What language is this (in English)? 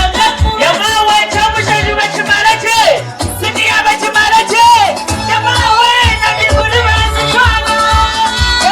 Nyankole